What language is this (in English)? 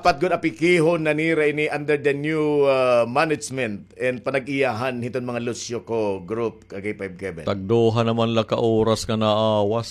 Waray